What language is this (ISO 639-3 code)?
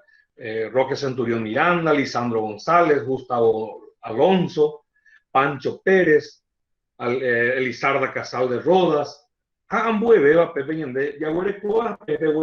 grn